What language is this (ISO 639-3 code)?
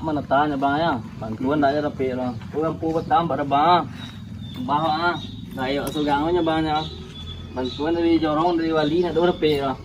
min